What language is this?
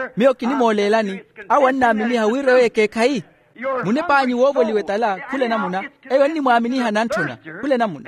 Makhuwa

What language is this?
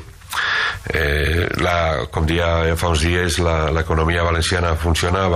Catalan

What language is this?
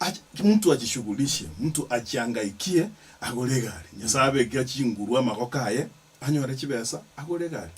Gusii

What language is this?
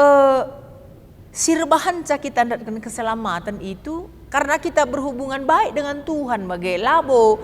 Batak Karo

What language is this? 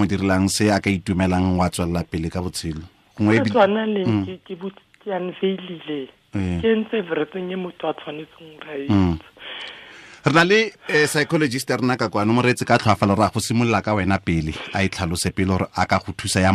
Tswana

